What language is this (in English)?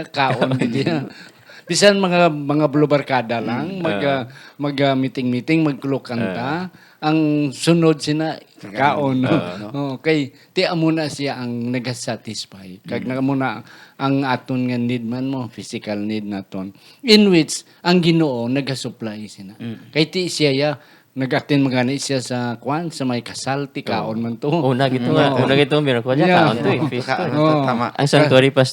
Hiligaynon